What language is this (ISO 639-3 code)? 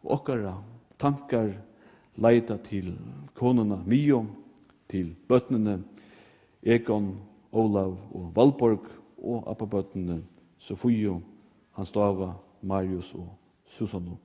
fao